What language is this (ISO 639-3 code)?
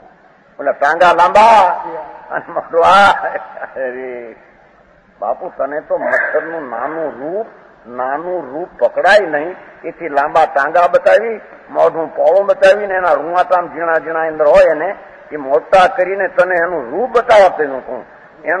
guj